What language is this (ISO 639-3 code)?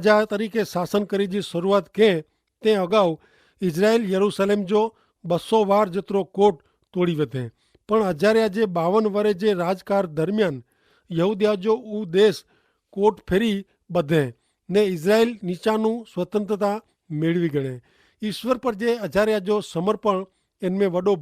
kfr